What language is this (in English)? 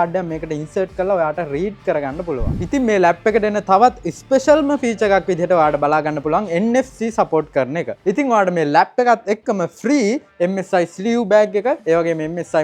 Sinhala